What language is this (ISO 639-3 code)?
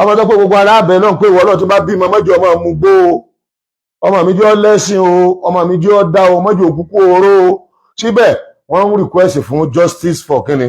yor